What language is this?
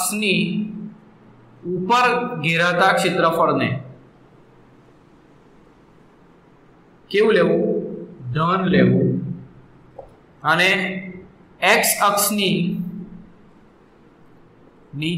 Gujarati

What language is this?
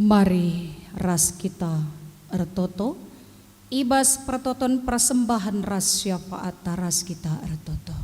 Batak Karo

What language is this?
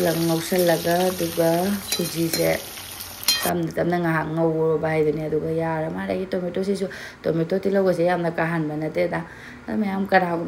Manipuri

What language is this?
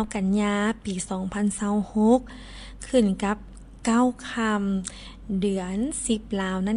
Lao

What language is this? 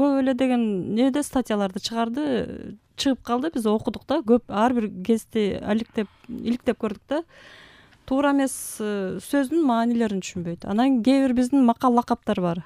Kyrgyz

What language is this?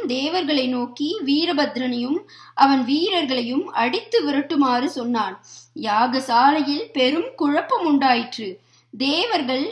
Tamil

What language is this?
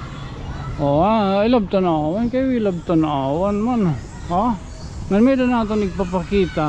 Waray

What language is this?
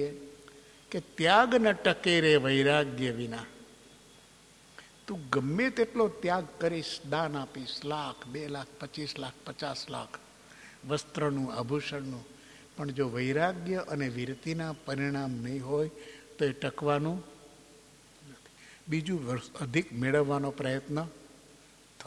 Gujarati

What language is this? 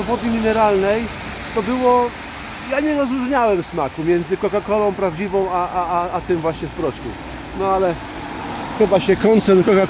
Polish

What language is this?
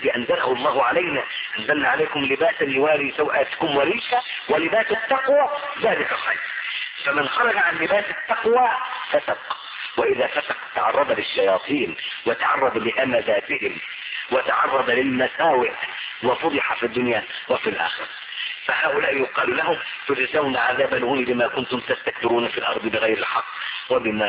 Arabic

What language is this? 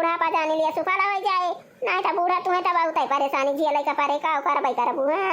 Awadhi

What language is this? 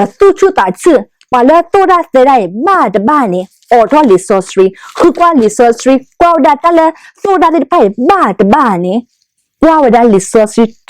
S'gaw Karen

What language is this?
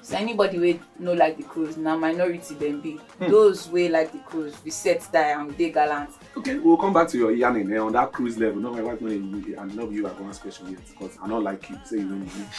Nigerian Pidgin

